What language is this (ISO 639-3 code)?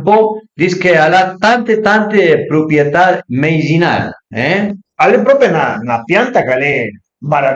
pms